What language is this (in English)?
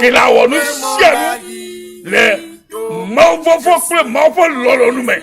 Ewe